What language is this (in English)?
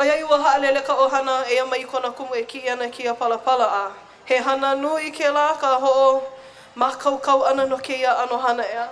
Hawaiian